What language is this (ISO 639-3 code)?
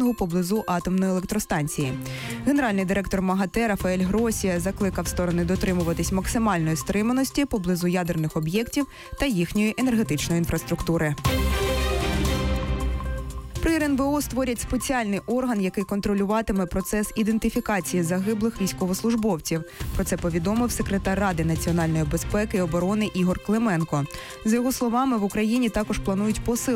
ukr